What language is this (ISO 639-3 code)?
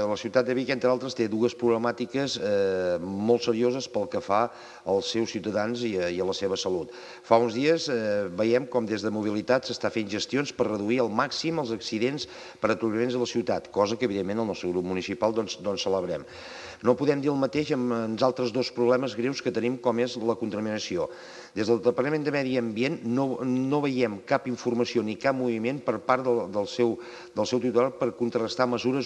cat